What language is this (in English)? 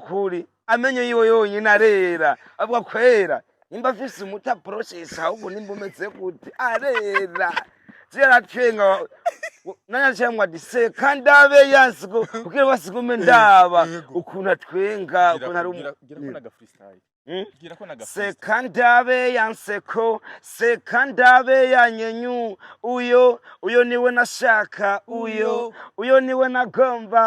Rundi